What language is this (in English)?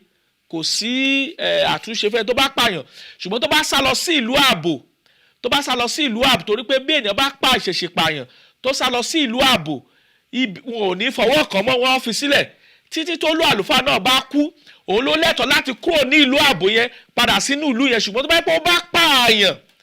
Yoruba